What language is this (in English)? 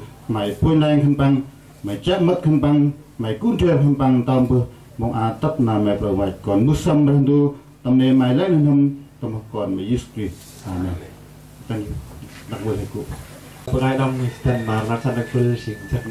Central Mnong